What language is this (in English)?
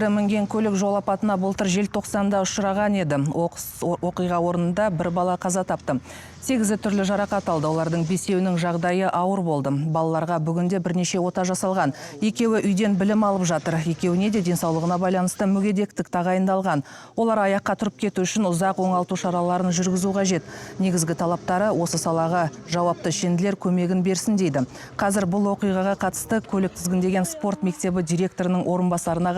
Kazakh